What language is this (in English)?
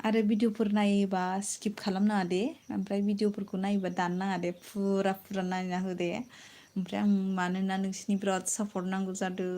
Bodo